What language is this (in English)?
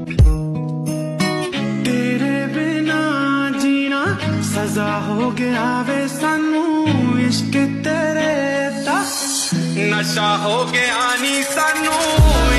Punjabi